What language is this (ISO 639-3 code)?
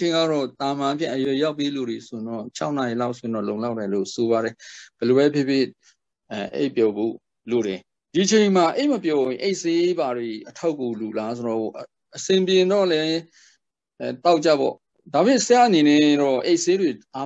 mya